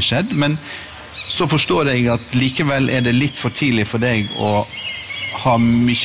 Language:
Norwegian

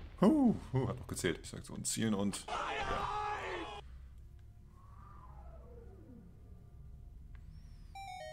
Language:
German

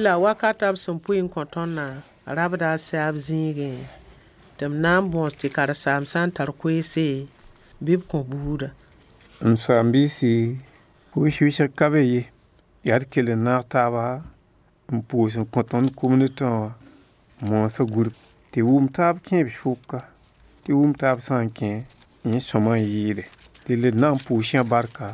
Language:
Mossi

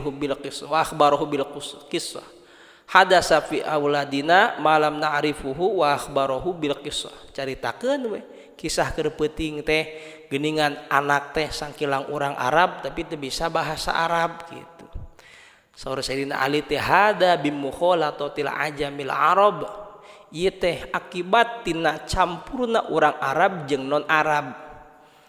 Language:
Sundanese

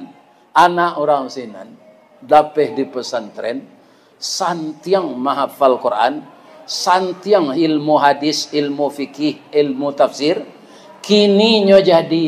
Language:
Minangkabau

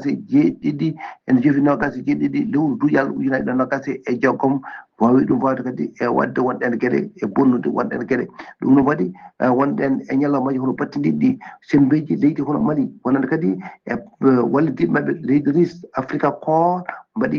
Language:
Fula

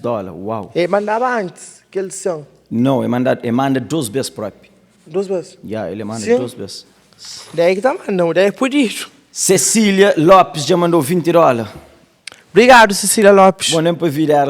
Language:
Kabuverdianu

